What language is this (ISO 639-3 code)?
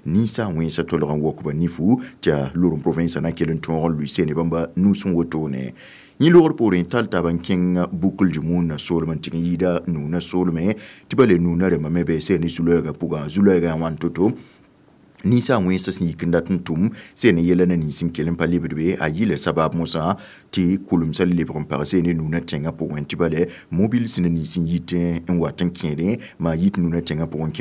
mos